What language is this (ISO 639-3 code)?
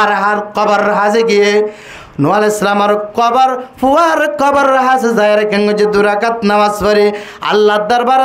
rhg